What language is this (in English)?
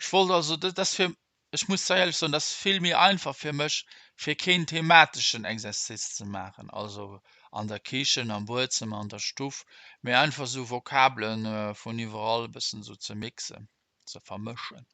Luxembourgish